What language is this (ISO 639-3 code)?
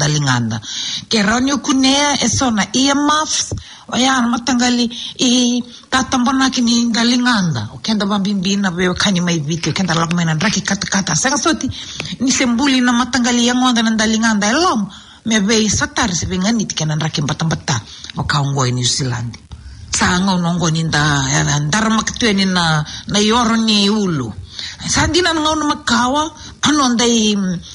fij